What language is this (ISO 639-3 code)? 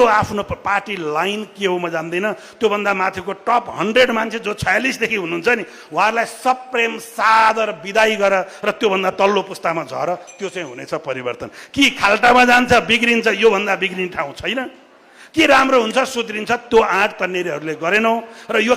nep